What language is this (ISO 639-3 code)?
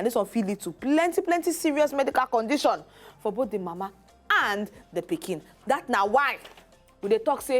pcm